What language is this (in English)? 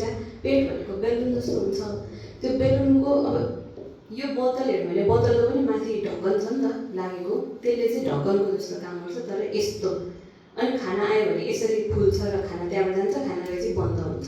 Nepali